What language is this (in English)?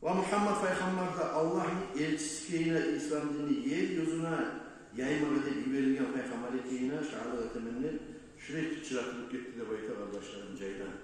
Kumyk